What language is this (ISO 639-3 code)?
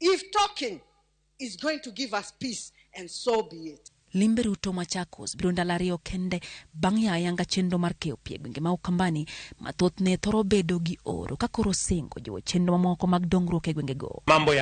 luo